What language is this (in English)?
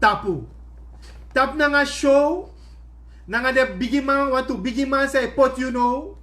Sranan Tongo